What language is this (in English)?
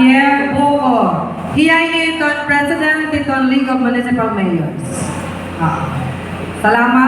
Waray